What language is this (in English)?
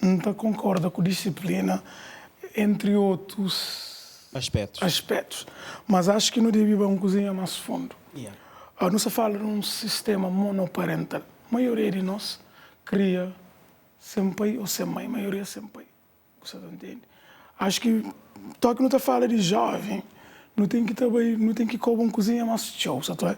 Kabuverdianu